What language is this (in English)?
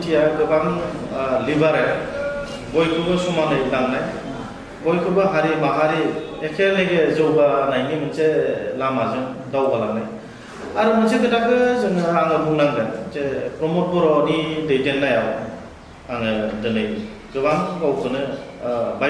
Bodo